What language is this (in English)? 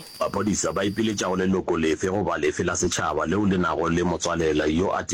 Northern Sotho